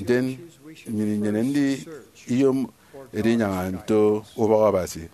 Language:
Efik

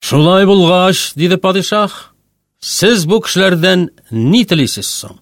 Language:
Tatar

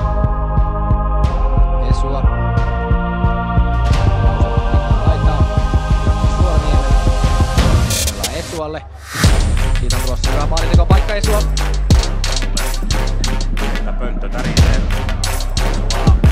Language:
Finnish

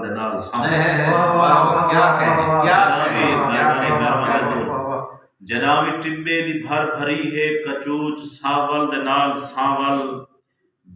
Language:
Saraiki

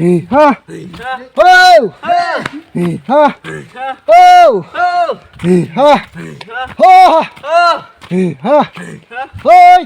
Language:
Dimasa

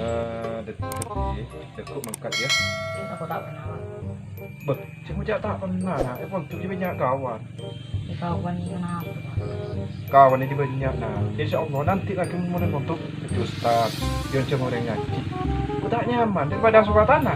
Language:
Madurese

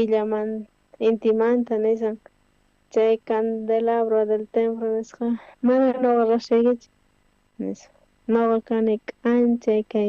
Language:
South Bolivian Quechua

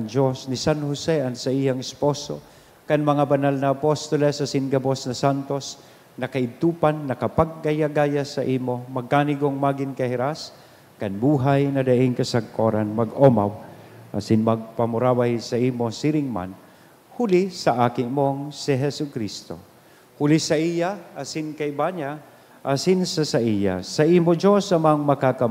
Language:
Bikol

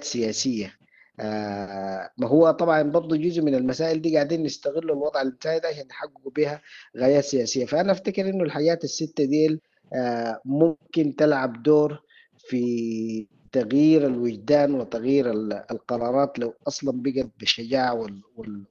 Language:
Sudanese Arabic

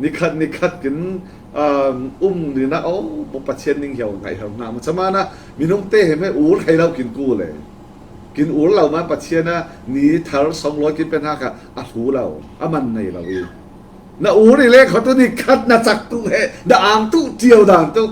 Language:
Falam Chin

